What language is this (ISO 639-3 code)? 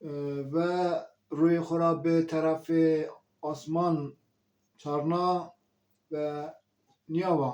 zza